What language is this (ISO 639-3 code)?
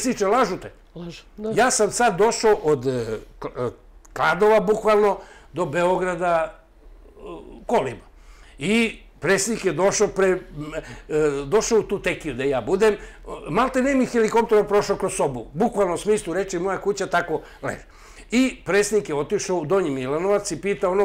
srp